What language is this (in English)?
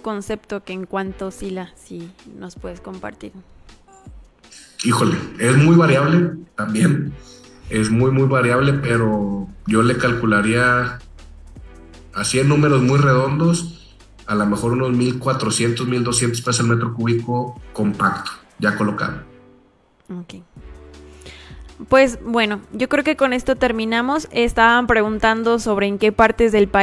Spanish